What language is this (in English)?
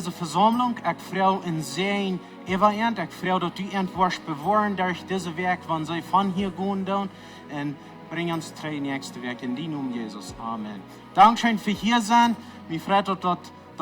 Plautdietsch